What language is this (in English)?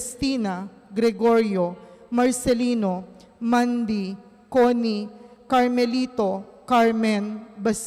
Pampanga